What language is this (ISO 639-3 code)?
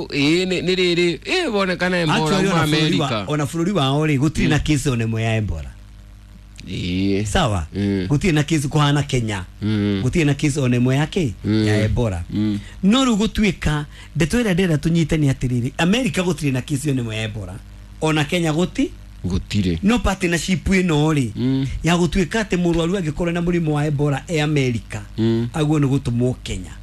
kik